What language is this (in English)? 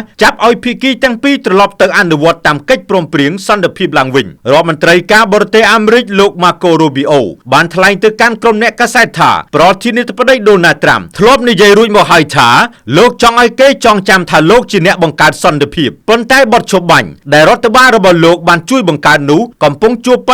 Khmer